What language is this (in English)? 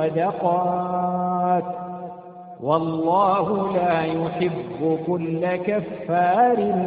Arabic